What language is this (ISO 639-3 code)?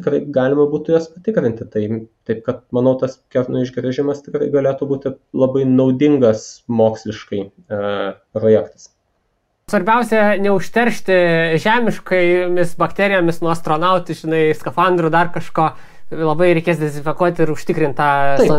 lit